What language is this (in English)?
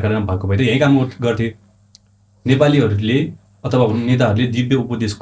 Nepali